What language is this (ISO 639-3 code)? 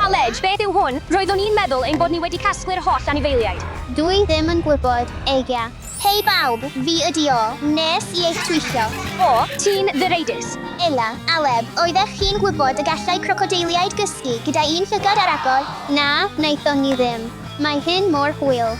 cym